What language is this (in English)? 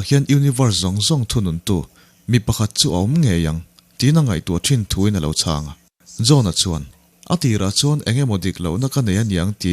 Mizo